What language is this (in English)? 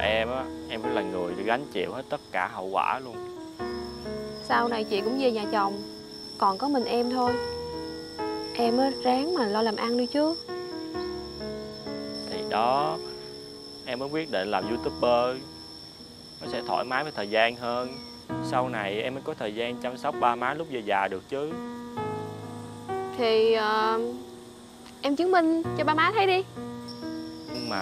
Vietnamese